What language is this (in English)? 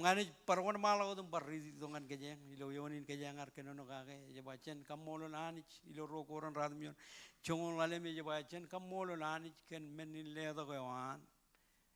Marshallese